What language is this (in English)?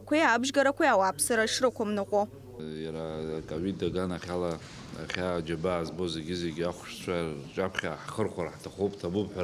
Abkhazian